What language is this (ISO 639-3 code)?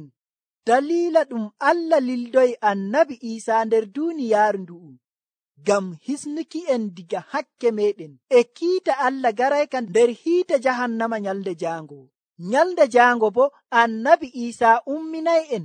fuv